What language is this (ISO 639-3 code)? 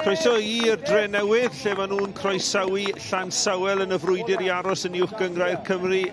cym